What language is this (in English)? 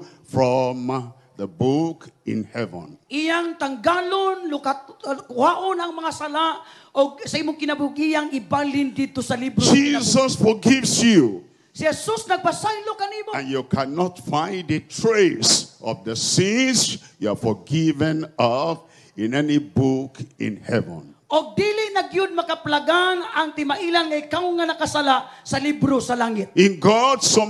Cebuano